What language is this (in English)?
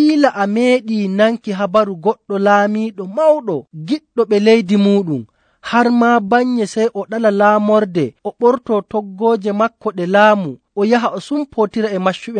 Nigerian Fulfulde